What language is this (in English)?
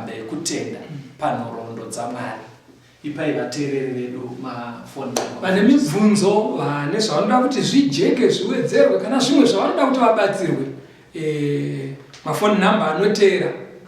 Shona